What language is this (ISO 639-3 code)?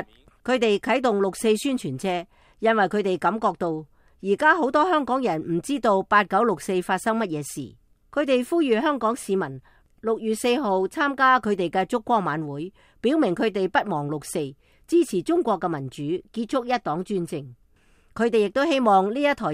yue